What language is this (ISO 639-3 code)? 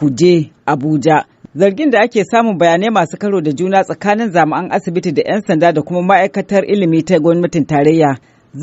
hau